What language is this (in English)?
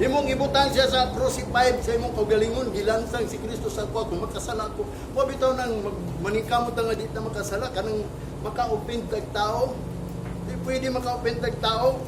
Cebuano